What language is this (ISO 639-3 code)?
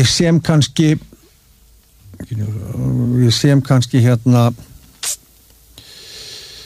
isl